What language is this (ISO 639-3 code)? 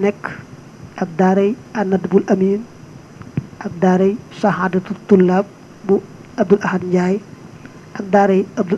wol